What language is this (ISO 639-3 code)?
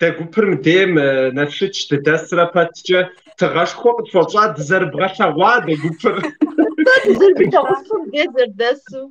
kbd